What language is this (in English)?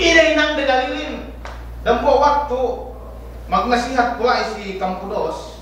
Yakan